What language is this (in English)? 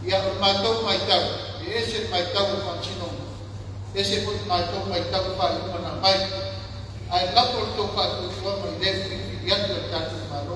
Samoan